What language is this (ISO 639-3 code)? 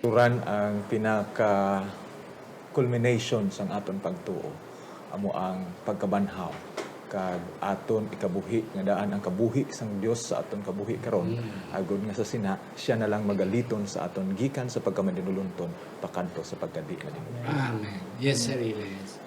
hil